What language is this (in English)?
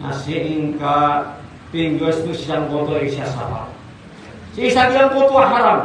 Maranao